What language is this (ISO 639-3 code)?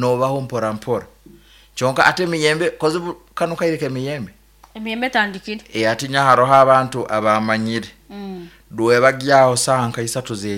nyn